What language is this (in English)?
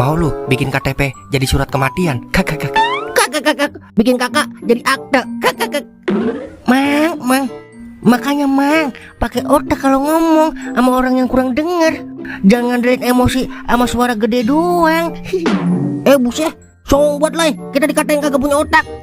Betawi